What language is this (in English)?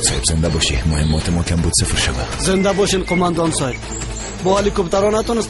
Persian